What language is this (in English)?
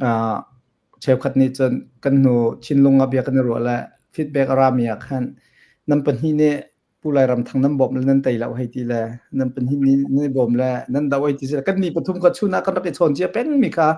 Hakha Chin